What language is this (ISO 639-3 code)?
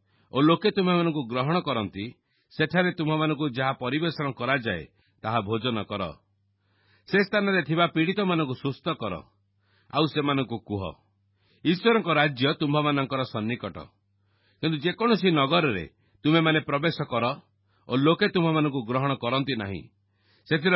ori